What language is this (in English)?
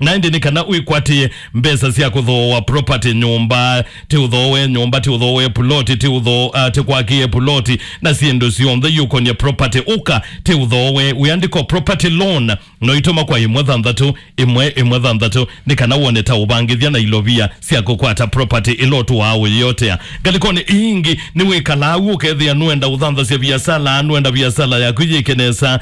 Kamba